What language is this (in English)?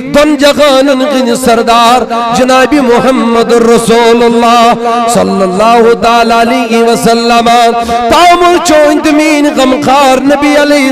Kashmiri